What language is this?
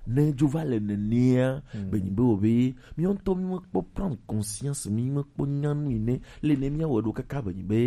Gen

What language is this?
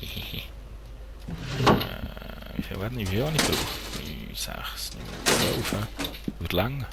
Swiss German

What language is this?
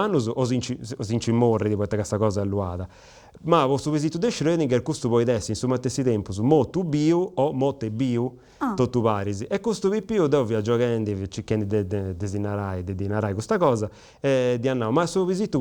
Sardinian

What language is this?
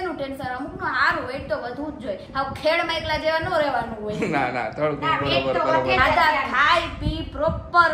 Gujarati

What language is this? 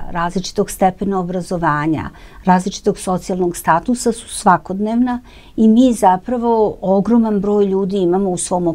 Serbian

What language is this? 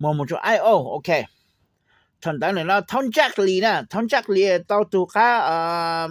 Hmong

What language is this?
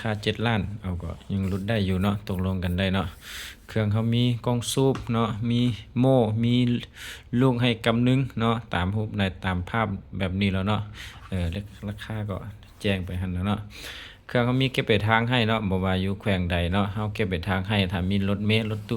Lao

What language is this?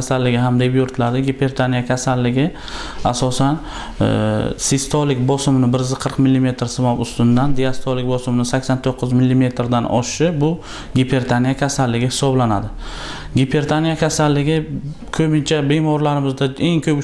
Uzbek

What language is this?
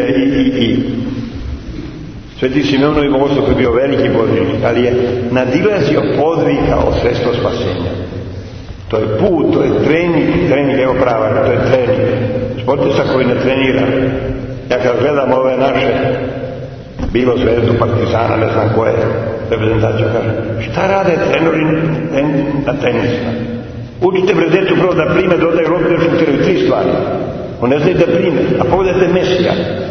Serbian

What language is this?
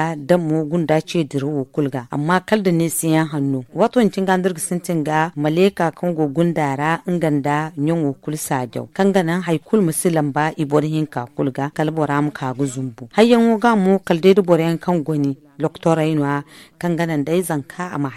Zarma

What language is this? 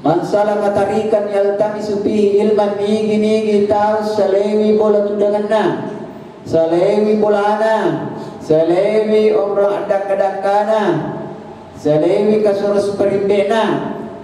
Buginese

